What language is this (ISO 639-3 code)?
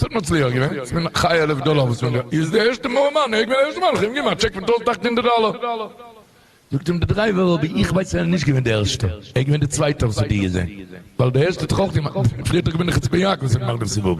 yid